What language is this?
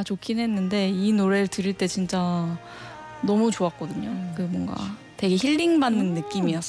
Korean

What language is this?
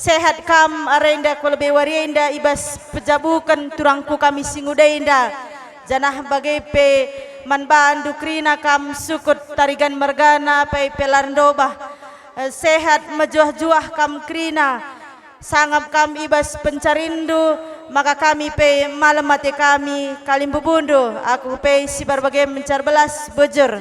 Batak Karo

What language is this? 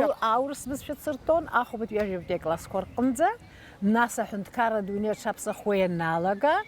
Abkhazian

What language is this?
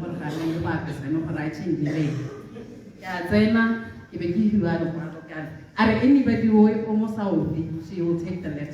Tswana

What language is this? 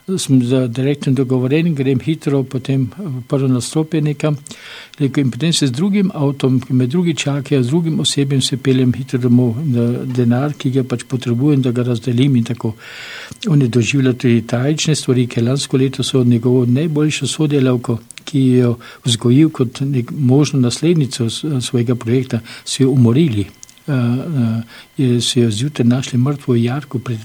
Slovenian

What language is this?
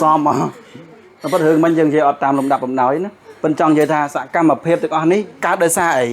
Khmer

